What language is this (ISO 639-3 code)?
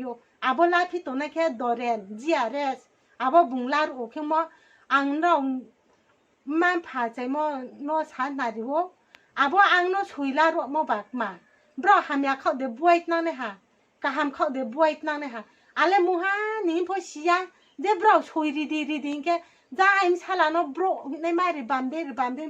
ria